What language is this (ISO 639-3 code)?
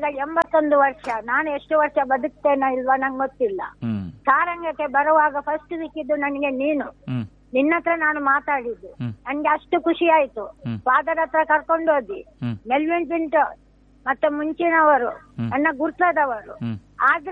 kan